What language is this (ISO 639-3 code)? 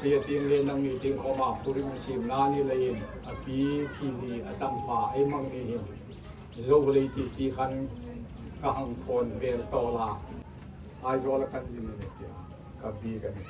hmr